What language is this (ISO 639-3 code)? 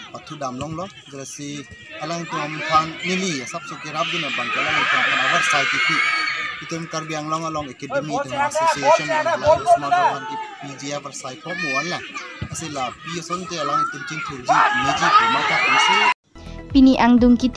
mjw